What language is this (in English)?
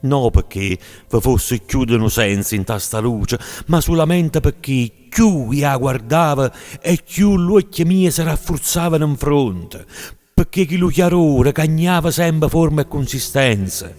Neapolitan